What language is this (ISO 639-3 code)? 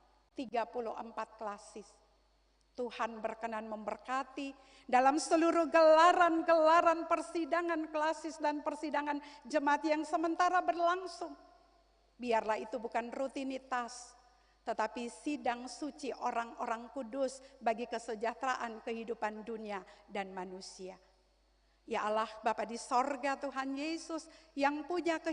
abs